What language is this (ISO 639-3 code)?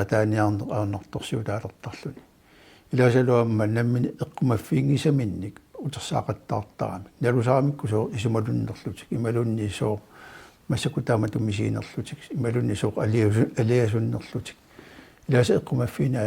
kal